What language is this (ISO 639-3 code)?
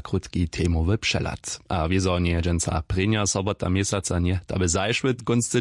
hsb